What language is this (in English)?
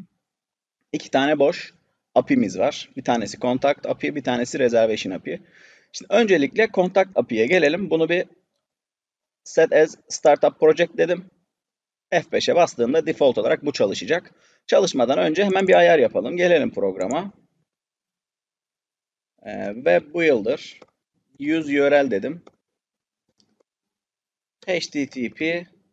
Turkish